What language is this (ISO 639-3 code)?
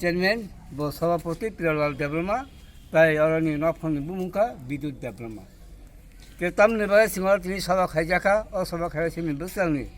trp